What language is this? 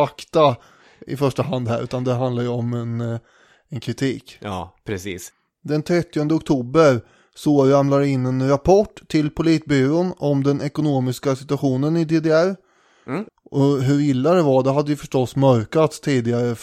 Swedish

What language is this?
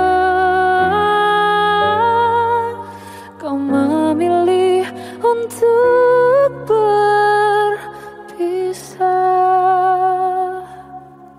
Indonesian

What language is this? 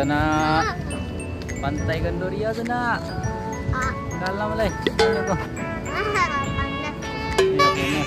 Minangkabau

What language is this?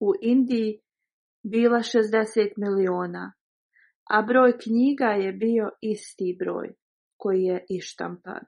Bosnian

